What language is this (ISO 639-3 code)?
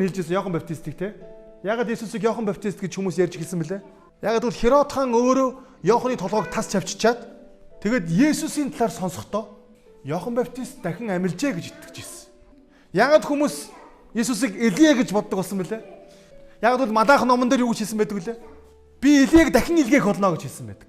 mon